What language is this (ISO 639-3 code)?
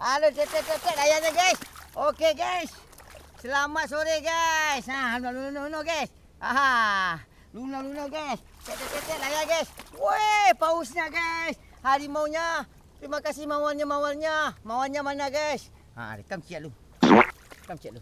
min